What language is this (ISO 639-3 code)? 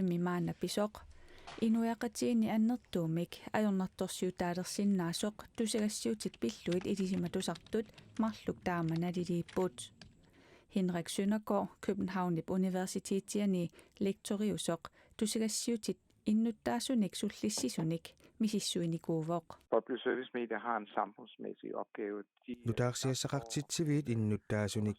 kal